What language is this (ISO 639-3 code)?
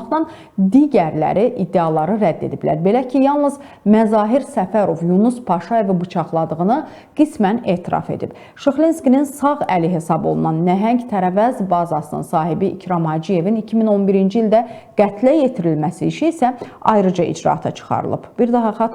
aze